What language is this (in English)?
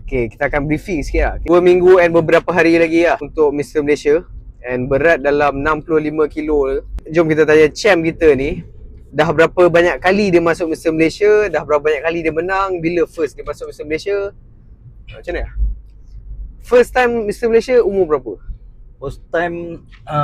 Malay